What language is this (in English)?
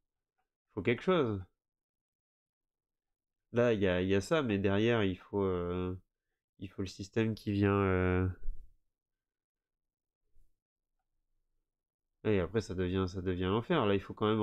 French